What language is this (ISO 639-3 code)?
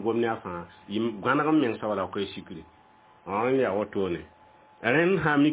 mos